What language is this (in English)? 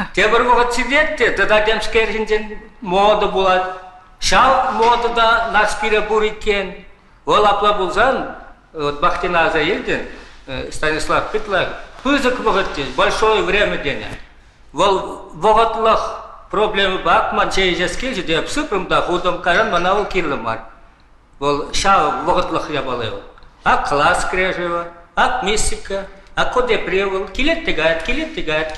Chuvash